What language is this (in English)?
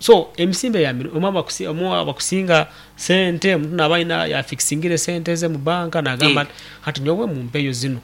Nyankole